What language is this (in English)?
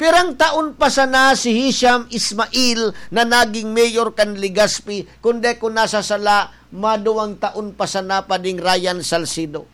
Bikol